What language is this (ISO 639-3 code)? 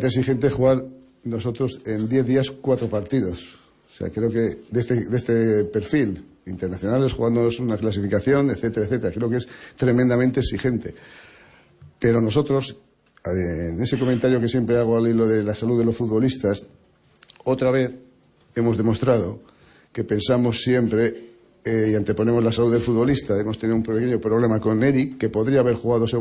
spa